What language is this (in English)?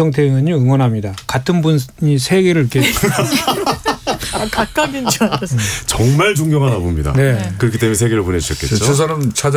Korean